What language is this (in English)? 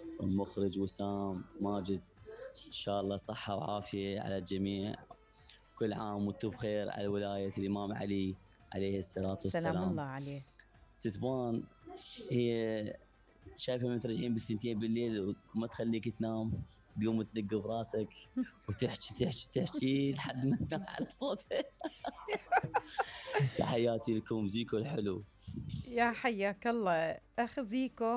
Mesopotamian Arabic